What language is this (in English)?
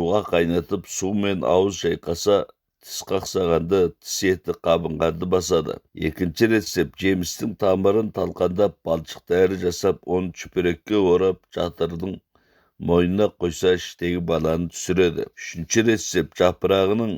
Kazakh